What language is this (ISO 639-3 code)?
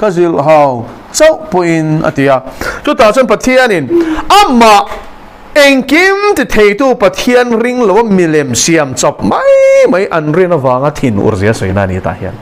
lus